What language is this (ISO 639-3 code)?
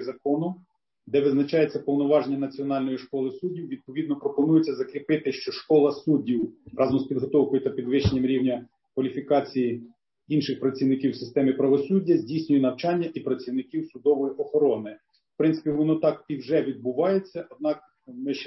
ukr